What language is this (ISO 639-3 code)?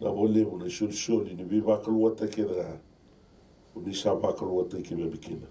fij